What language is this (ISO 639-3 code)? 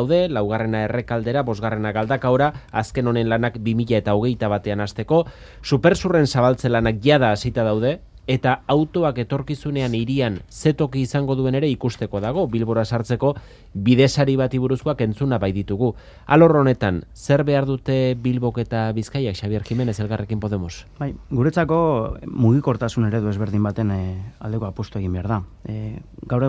eus